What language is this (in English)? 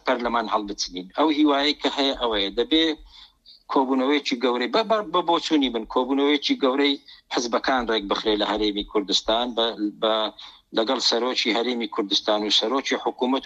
Central Kurdish